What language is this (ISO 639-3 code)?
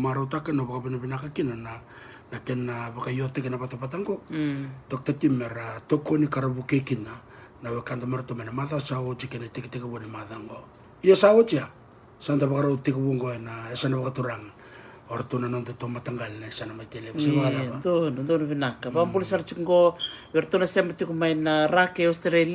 fij